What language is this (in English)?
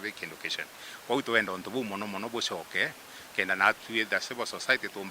Meru